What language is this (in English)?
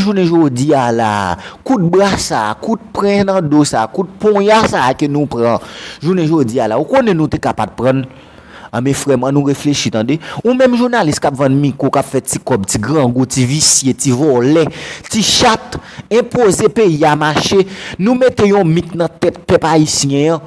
Haitian Creole